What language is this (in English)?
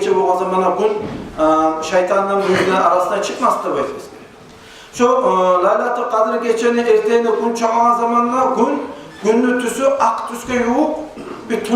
Kumyk